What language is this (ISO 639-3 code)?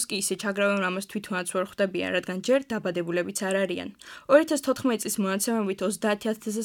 kat